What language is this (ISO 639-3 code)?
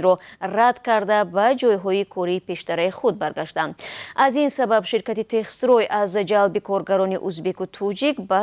tgk